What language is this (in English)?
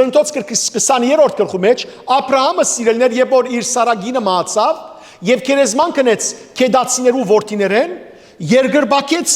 Western Armenian